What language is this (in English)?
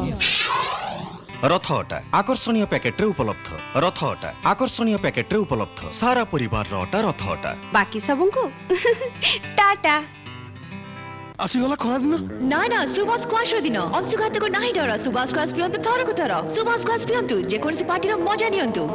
Odia